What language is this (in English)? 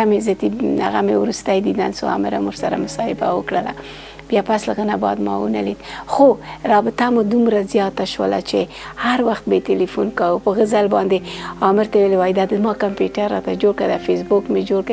Pashto